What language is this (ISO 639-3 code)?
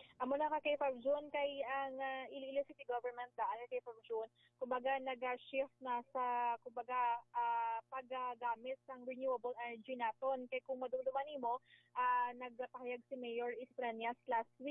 hil